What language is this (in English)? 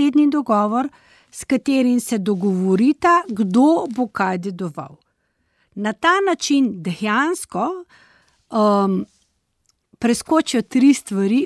Slovenian